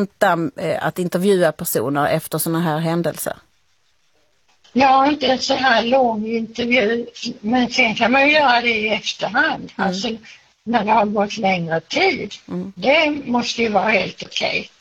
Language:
Swedish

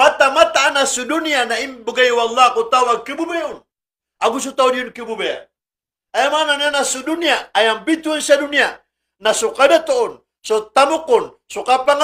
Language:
Maranao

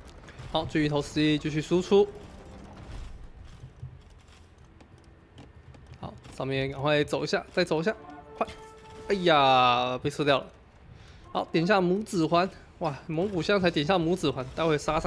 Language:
Chinese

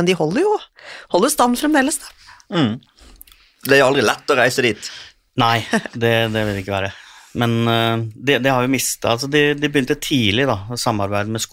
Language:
Norwegian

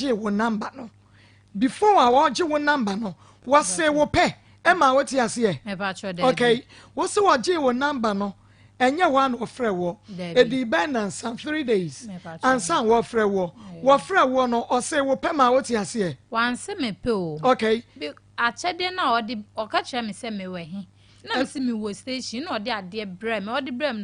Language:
Akan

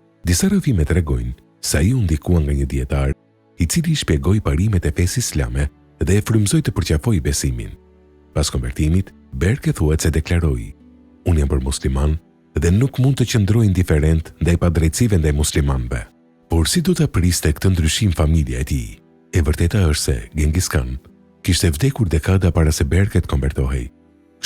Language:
Albanian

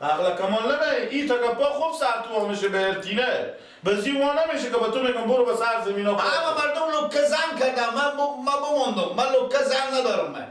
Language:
Persian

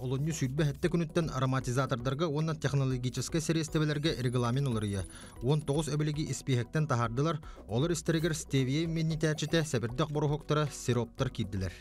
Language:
Yakut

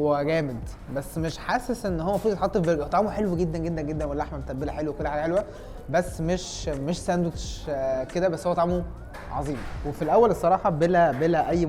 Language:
Egyptian Arabic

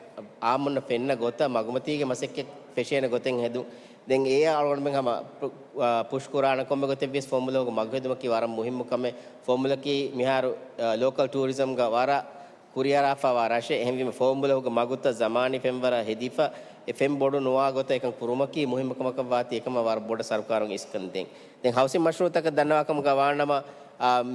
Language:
Divehi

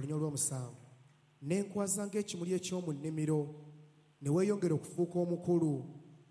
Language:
Ganda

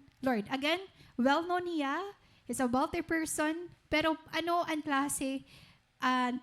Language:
Waray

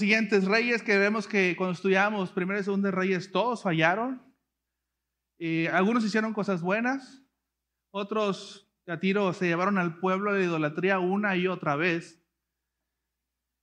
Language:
Spanish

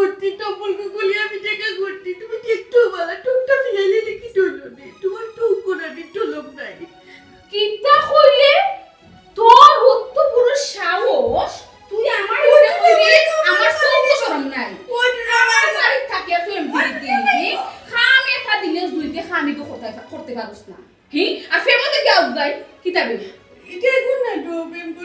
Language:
Sylheti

